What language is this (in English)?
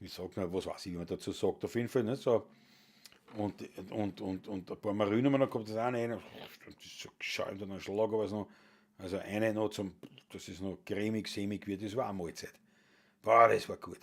Bavarian